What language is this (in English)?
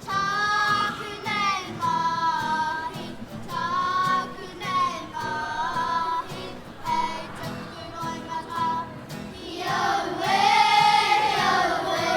Māori